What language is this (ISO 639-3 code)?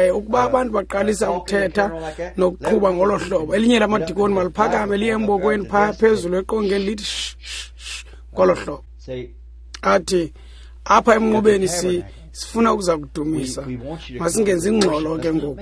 xho